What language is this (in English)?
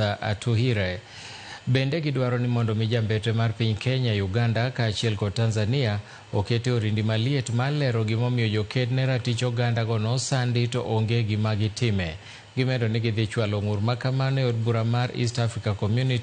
Luo (Kenya and Tanzania)